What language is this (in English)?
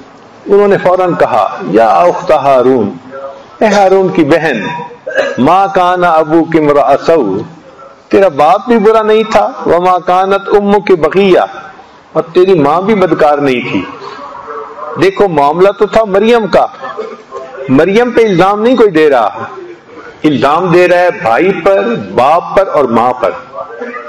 Urdu